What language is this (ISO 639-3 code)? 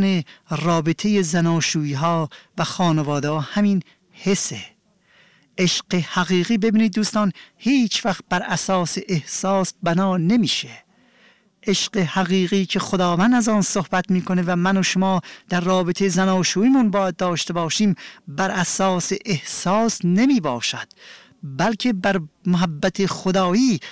fas